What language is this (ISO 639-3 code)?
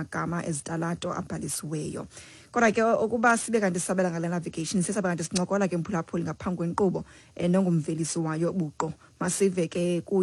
xho